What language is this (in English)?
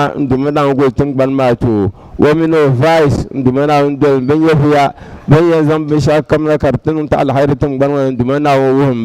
Dagbani